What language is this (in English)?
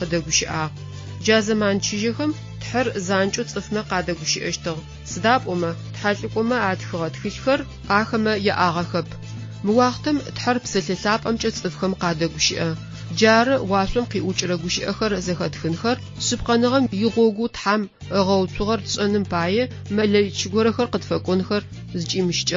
Adyghe